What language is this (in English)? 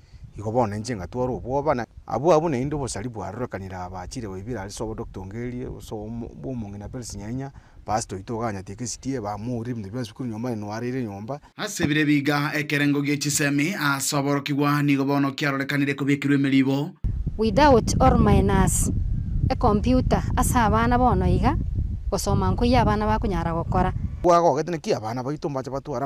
Gusii